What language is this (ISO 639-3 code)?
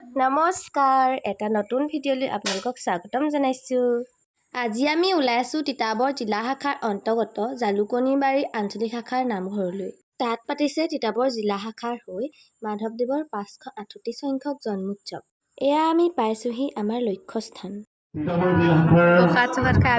asm